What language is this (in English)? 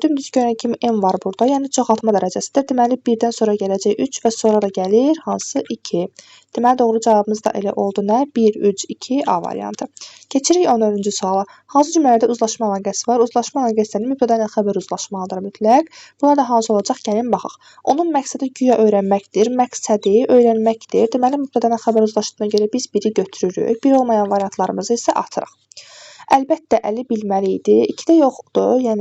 Azerbaijani